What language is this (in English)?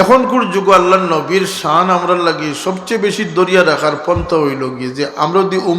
Sylheti